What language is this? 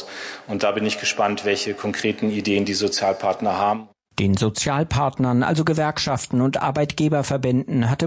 German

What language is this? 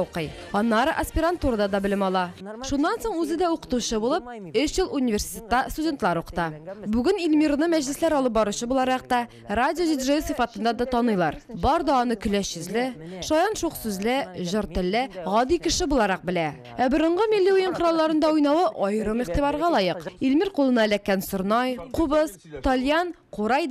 Tatar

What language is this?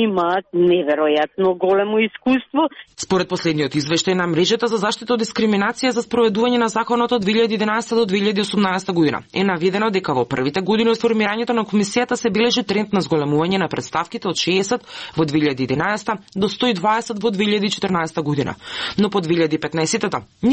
Macedonian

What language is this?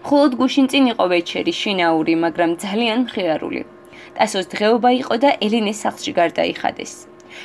Georgian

